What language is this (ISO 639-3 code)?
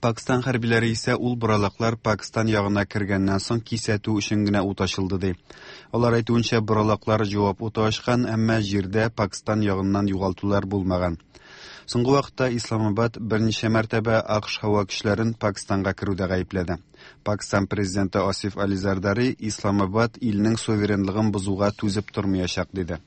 tat